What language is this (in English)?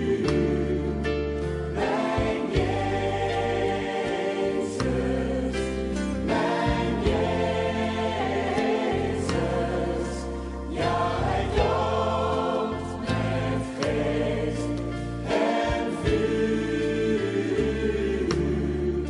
Dutch